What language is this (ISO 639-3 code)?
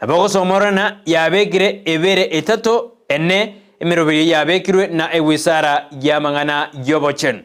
guz